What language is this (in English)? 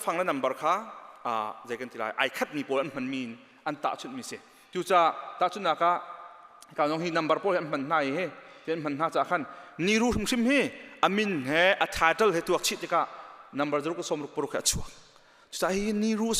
Hakha Chin